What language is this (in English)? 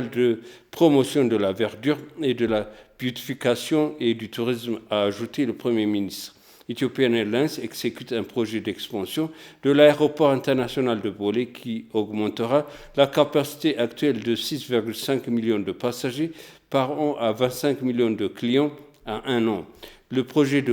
French